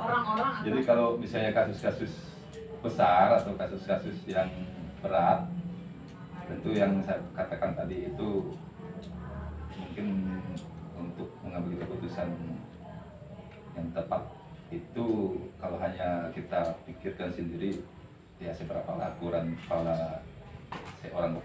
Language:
Indonesian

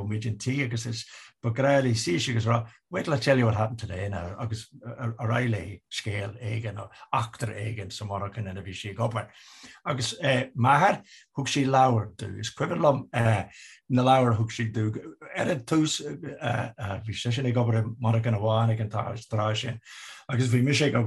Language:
Irish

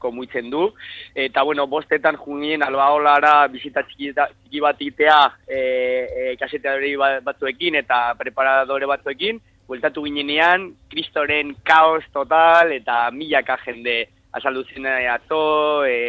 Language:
Basque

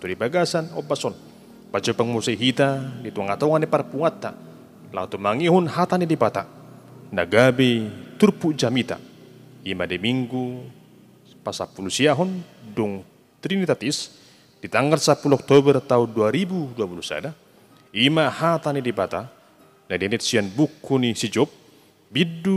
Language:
Batak Toba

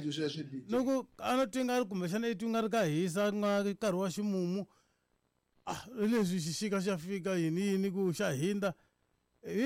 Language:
Tsonga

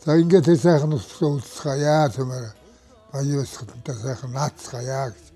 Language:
Mongolian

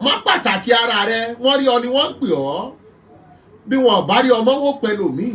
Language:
Yoruba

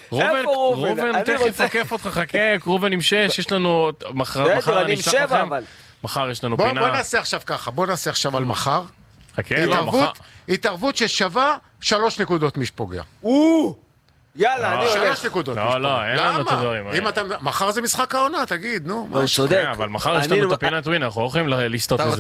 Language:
Hebrew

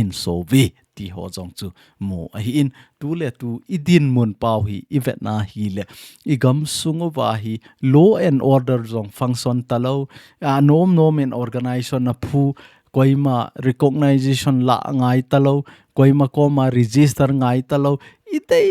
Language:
Thado Chin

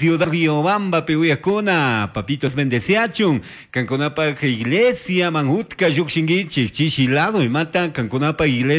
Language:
Chimborazo Highland Quichua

